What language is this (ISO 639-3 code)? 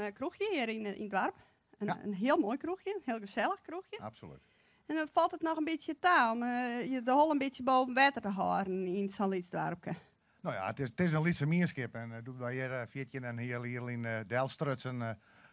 fry